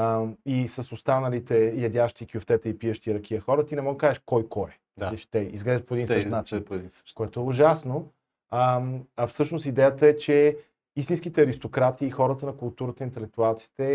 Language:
Bulgarian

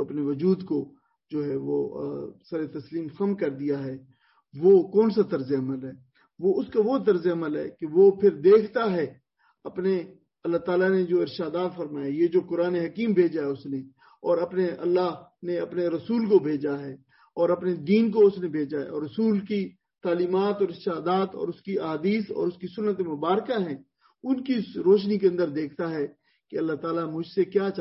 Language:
Urdu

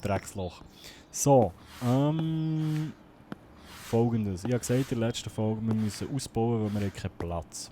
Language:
Swiss German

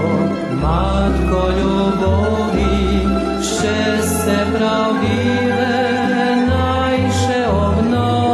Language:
Rusyn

